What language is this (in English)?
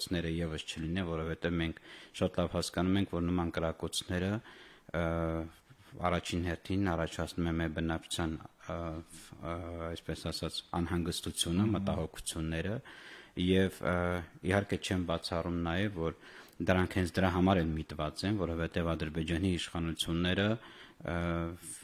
Armenian